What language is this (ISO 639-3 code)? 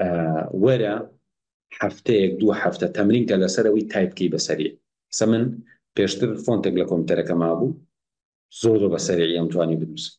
ckb